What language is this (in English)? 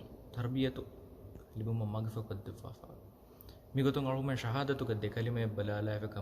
Divehi